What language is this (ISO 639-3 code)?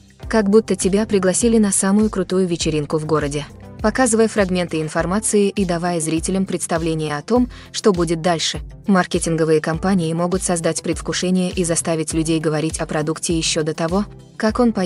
rus